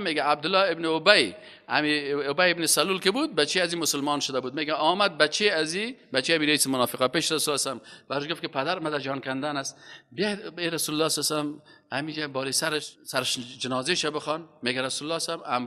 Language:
Persian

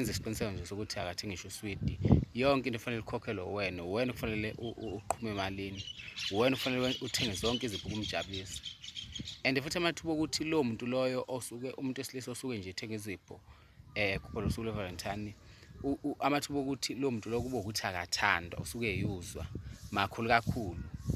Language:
Zulu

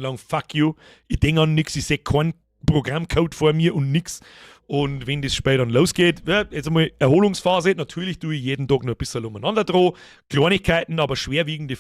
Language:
Bavarian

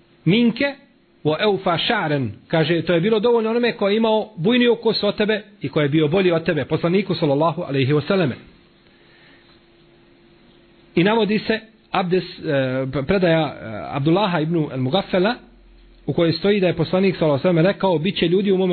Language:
Bosnian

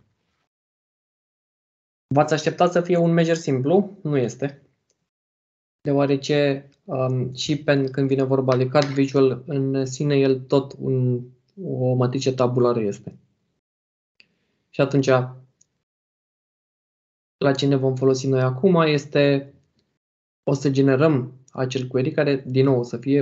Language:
Romanian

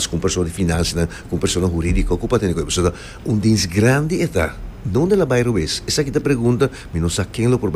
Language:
Papiamento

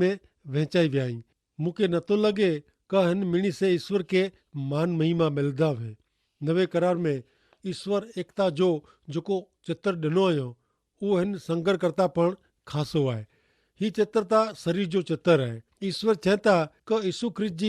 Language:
Kachhi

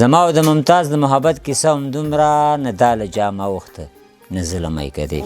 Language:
Pashto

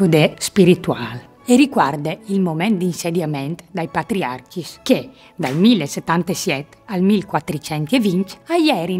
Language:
Friulian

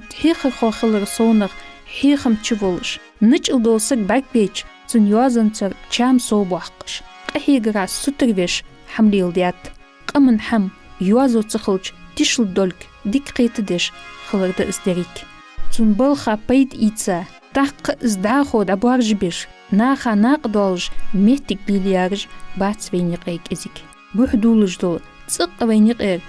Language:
Ingush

